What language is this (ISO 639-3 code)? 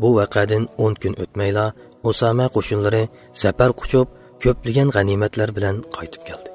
uig